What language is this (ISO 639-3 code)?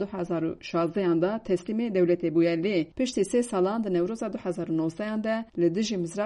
kur